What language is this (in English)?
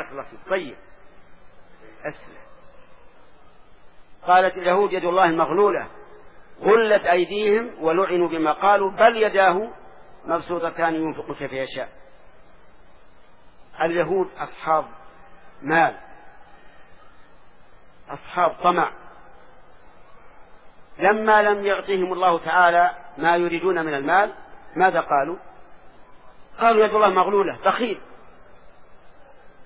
Arabic